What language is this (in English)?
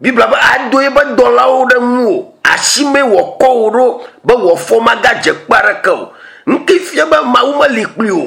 Ewe